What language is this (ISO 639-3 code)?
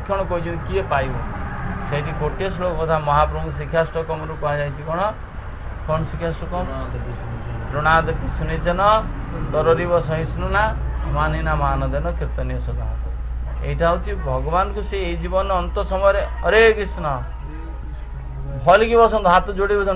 ori